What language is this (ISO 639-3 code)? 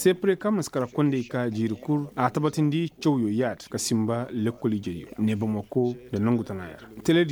ses